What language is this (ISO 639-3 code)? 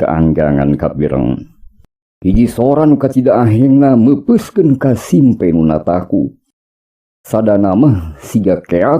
sun